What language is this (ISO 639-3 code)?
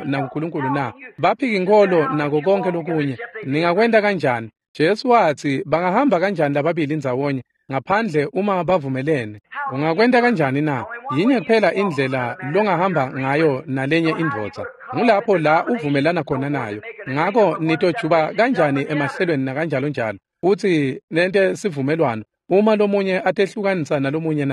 ssw